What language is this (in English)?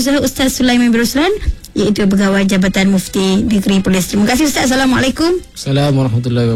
Malay